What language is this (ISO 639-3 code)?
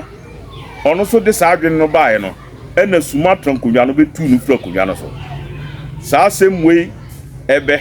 aka